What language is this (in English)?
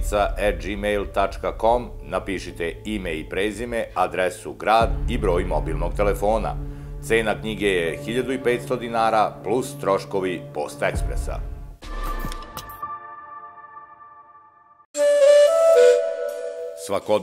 Serbian